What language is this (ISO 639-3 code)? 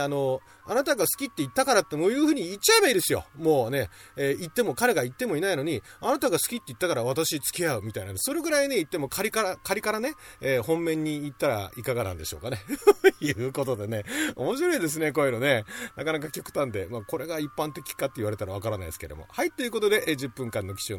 jpn